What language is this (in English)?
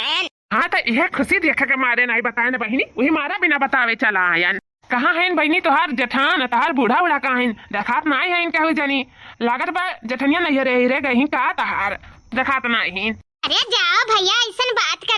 Awadhi